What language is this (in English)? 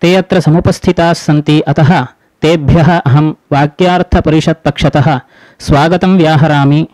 Sanskrit